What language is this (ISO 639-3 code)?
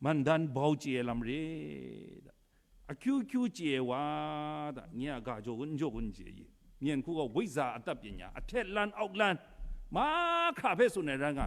kac